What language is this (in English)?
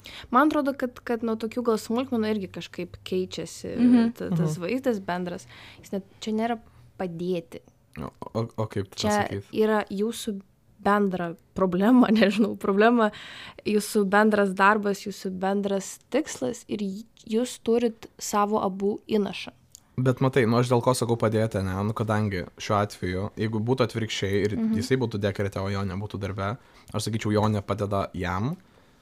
Lithuanian